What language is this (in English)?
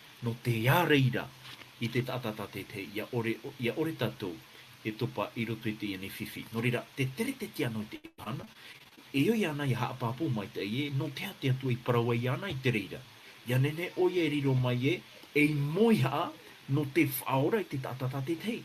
Tahitian